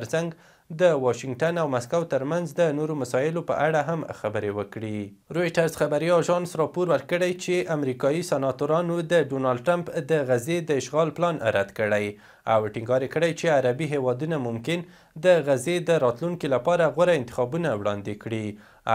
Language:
Pashto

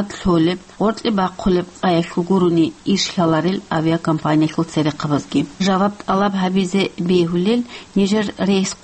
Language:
Avaric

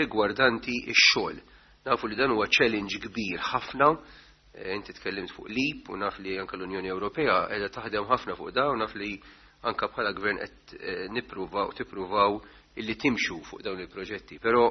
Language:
Maltese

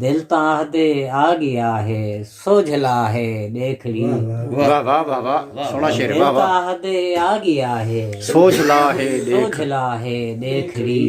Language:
Saraiki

